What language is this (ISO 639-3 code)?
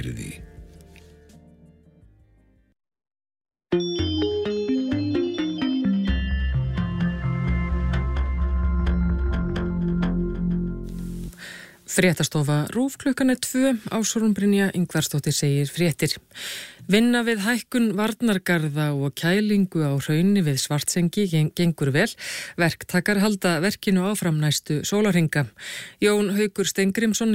isl